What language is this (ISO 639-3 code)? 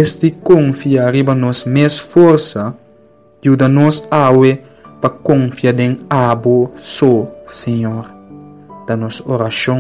pap